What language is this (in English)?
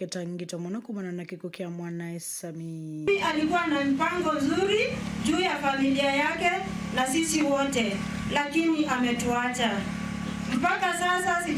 Kamba